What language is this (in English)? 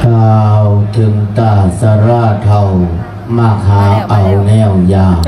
Lao